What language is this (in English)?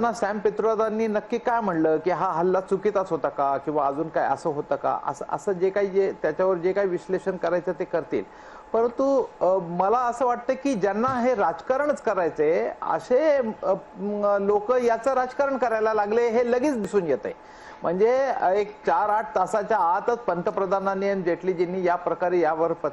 Marathi